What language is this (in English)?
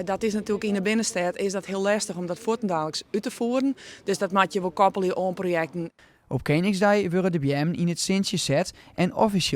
Western Frisian